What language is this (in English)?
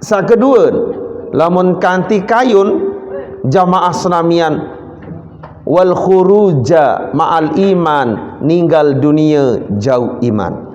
Sasak